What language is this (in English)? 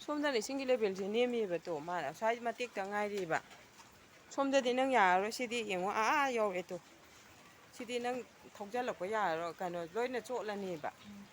Manipuri